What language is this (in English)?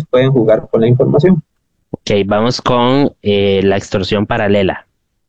Spanish